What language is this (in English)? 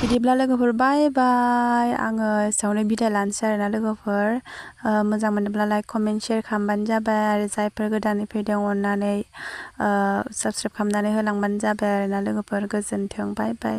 Bodo